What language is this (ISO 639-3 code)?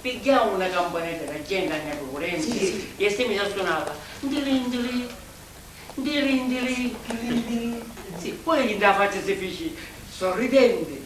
scn